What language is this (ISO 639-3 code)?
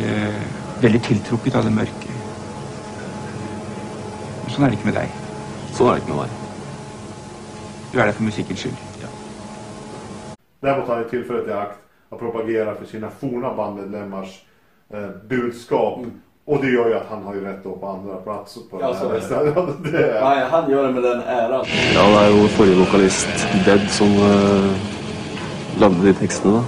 swe